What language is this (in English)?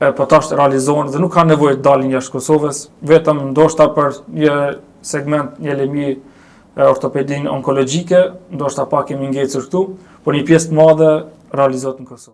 Albanian